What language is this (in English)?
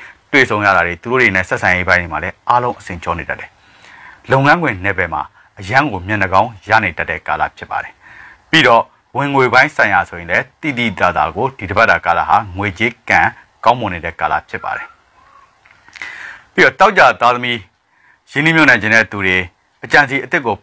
Burmese